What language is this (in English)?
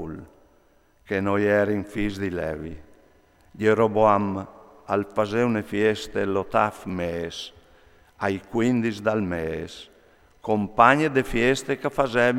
Friulian